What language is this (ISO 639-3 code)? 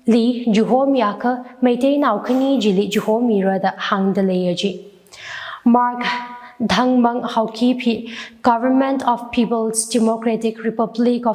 nmf